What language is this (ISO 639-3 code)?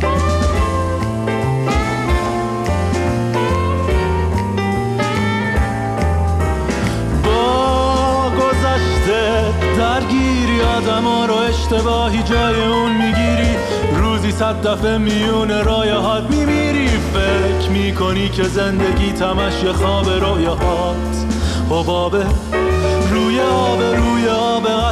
fas